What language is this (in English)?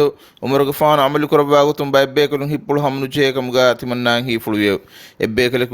Divehi